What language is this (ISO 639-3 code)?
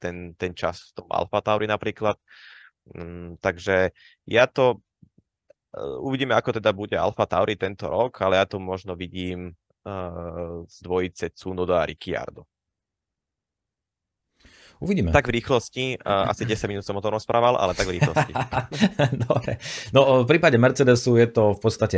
slk